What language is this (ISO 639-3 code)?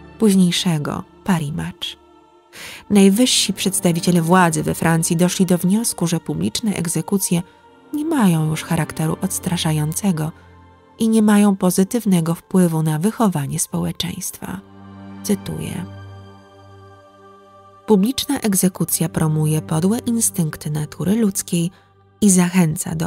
pol